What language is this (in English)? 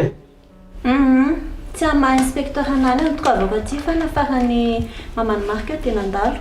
Malagasy